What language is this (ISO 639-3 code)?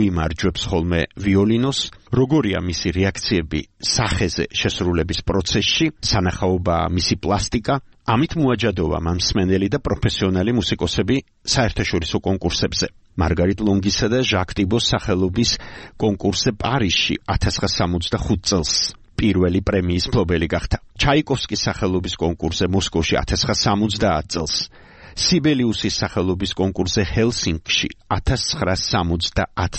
kat